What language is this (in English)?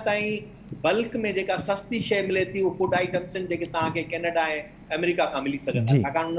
Sindhi